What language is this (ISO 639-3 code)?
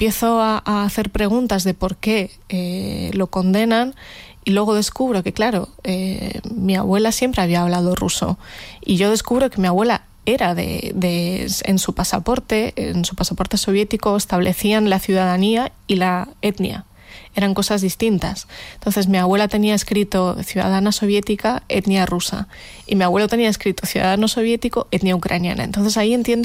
spa